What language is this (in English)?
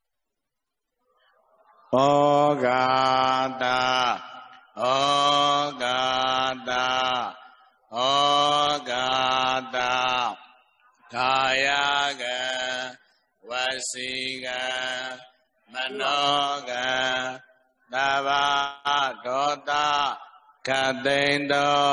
Burmese